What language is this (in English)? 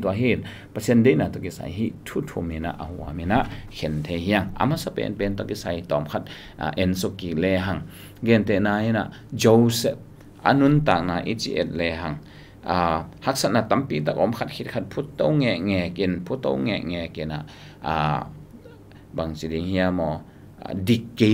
Tedim Chin